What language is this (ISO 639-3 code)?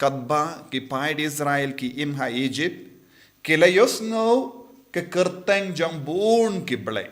kha